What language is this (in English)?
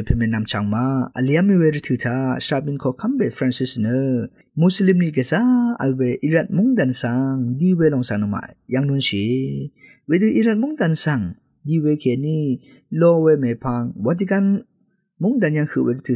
Rawang